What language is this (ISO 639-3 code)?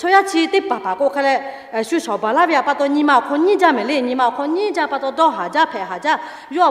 lhu